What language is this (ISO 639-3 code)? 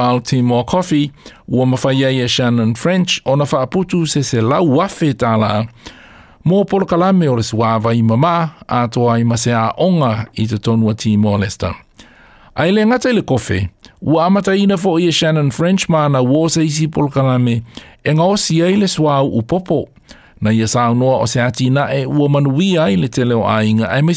smo